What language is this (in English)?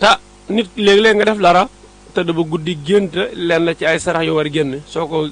Wolof